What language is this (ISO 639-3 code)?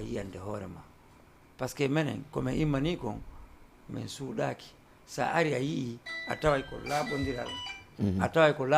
ful